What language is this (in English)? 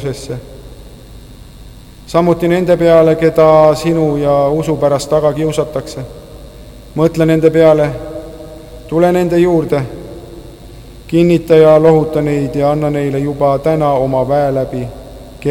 Estonian